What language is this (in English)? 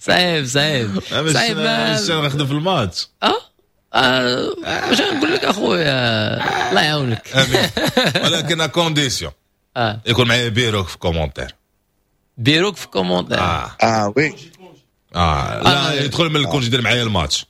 Moroccan Arabic